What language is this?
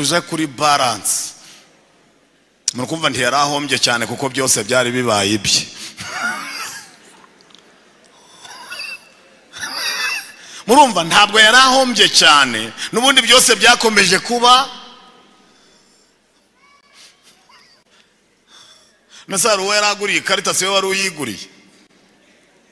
Kinyarwanda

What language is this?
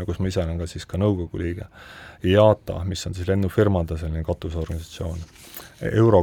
Estonian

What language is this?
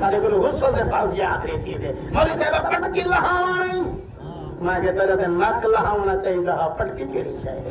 Saraiki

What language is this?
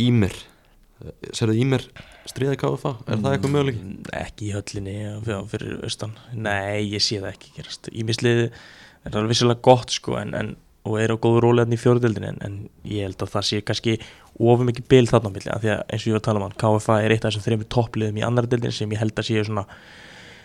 Icelandic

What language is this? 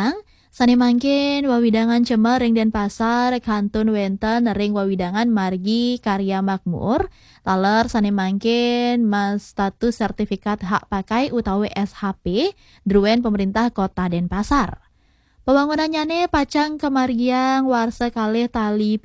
Balinese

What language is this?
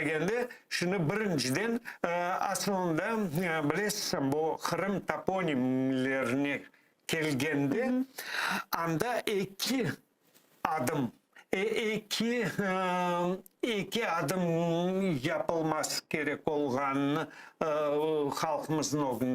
Crimean Tatar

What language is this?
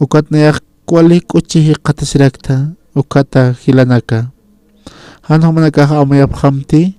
Aymara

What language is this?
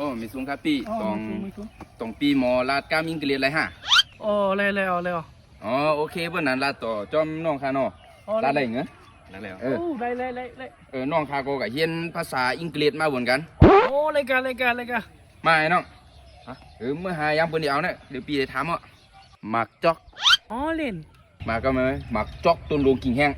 Shan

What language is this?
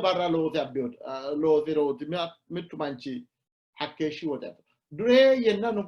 Sidamo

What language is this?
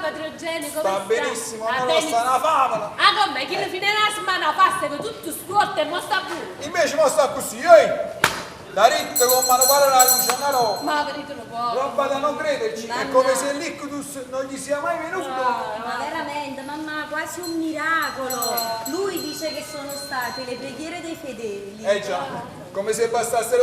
Neapolitan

